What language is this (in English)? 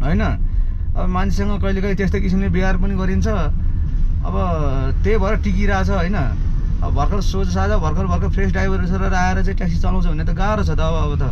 Nepali